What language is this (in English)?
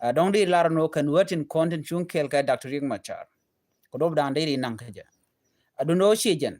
Nuer